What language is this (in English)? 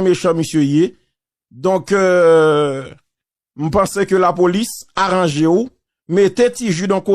Haitian Creole